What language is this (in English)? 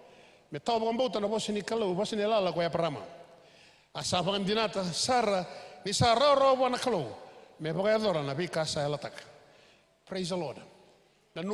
Fijian